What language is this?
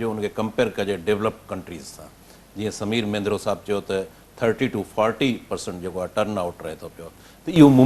Sindhi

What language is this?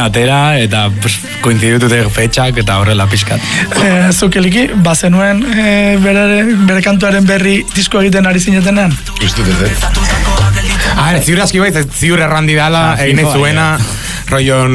Basque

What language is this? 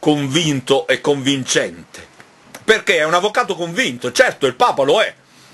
Italian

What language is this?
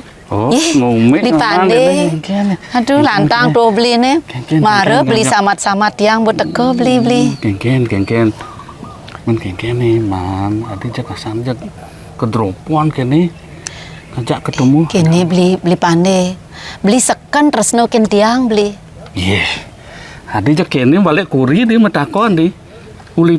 Balinese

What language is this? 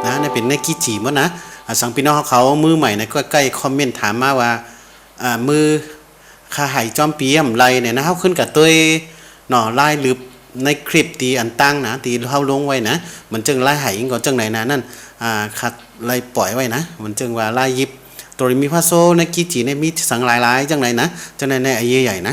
Shan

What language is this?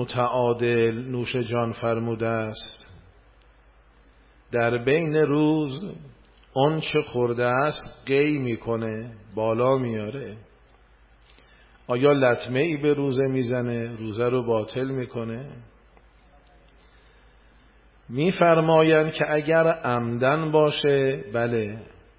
Persian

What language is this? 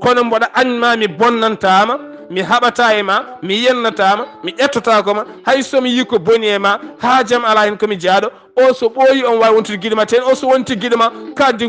Fula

